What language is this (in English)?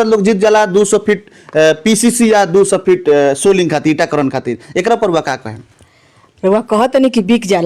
Bhojpuri